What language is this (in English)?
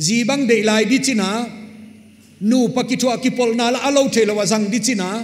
Paite Chin